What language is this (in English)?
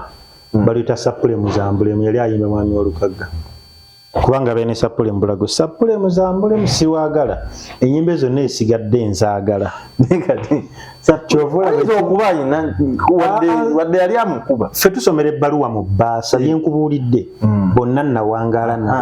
Ganda